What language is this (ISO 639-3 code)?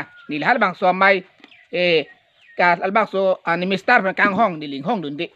mjw